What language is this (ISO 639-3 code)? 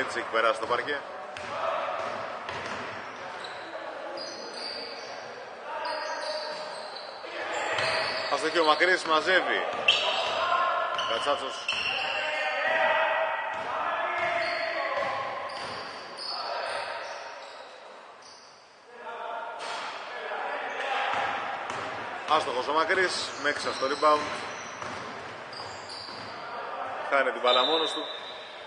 ell